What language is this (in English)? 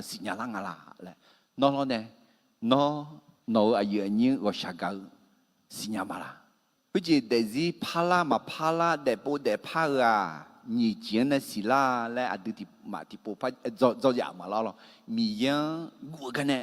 Akha